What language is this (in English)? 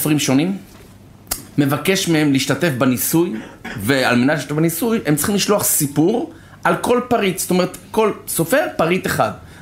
Hebrew